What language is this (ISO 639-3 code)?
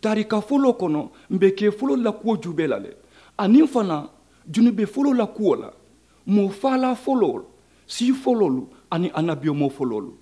man